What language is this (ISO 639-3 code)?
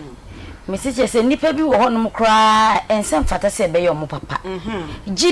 aka